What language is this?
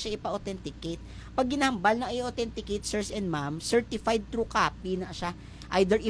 Hiligaynon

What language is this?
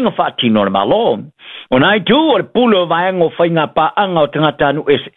Samoan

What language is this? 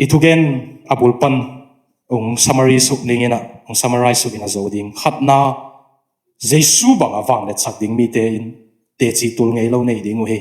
Tedim Chin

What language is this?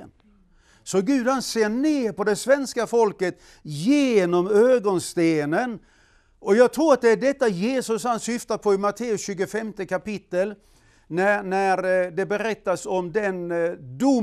Swedish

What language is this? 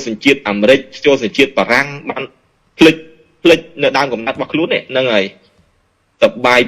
Khmer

